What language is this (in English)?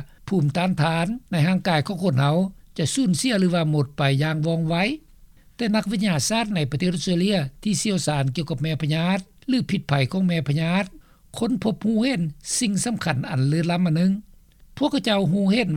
Lao